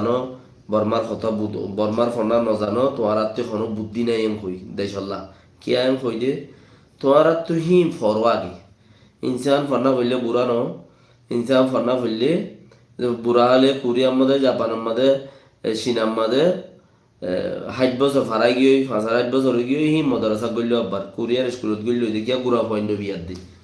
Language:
Rohingya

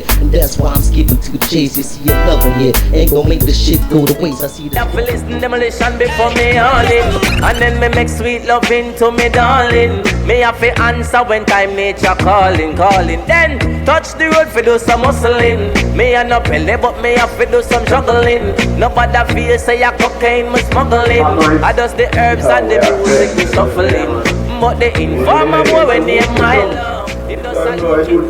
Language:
Jamaican Creole English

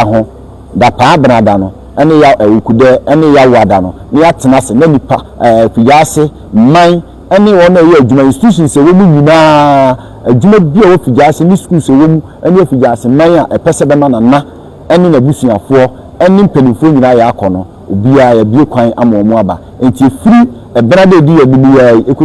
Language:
Akan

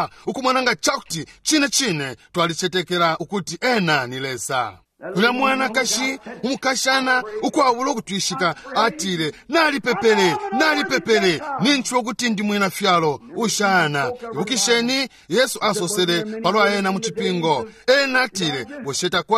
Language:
Bemba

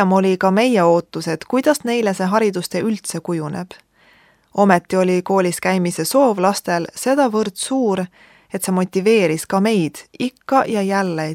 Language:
Estonian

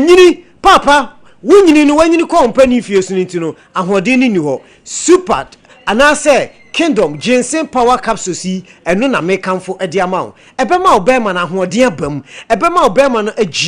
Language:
Akan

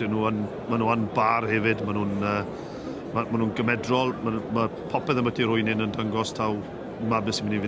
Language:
Welsh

